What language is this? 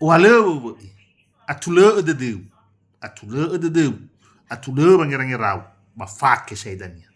Nias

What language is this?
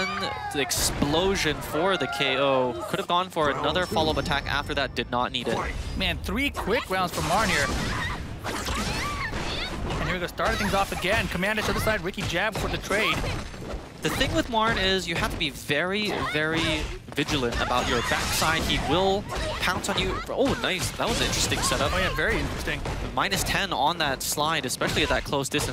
English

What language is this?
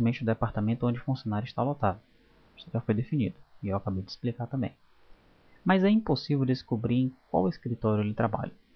Portuguese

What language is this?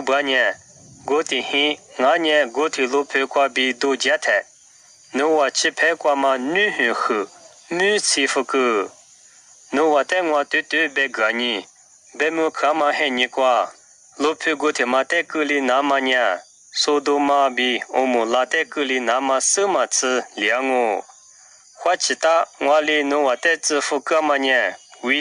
Lisu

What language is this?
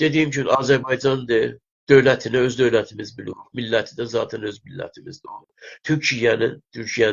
South Azerbaijani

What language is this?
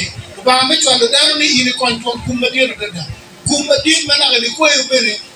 Acoli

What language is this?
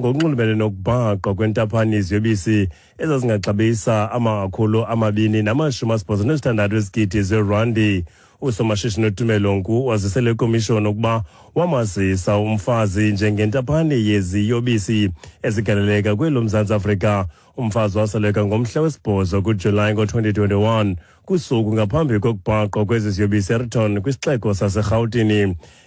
Xhosa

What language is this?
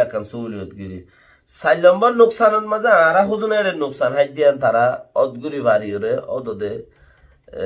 Rohingya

